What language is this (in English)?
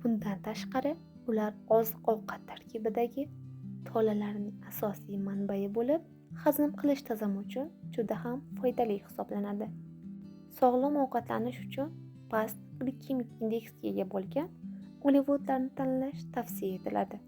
Uzbek